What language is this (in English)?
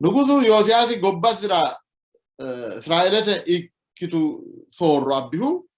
Sidamo